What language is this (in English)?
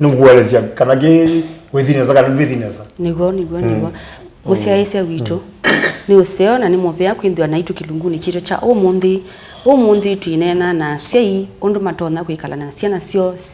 Kamba